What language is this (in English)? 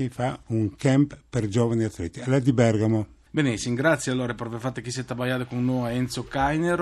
Friulian